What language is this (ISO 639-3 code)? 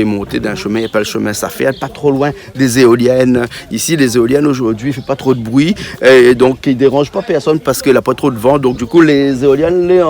rcf